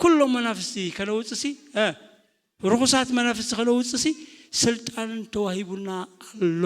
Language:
Tigrinya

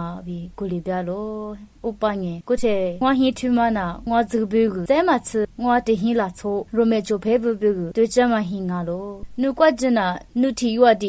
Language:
Lisu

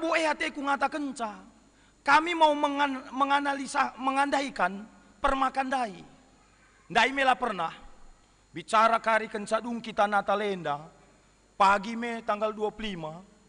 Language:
Batak Karo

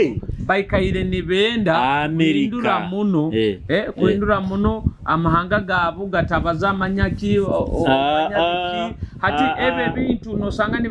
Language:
Nyoro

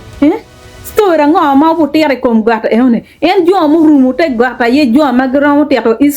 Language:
Acoli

